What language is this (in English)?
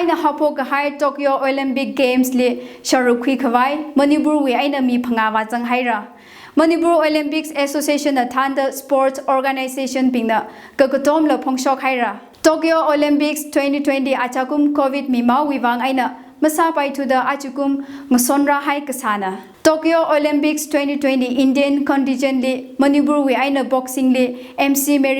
Tangkhul Naga (India)